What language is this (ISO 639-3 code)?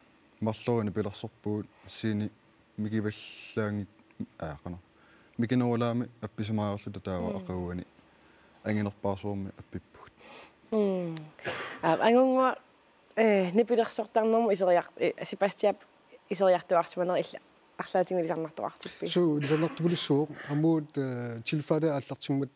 kal